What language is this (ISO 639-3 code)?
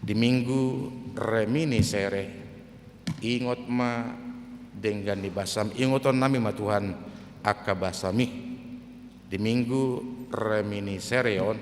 bbc